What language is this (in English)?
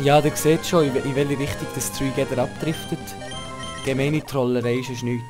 Swiss German